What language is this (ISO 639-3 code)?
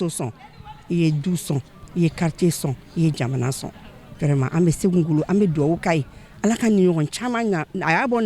bam